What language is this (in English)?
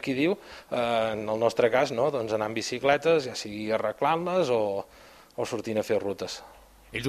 Catalan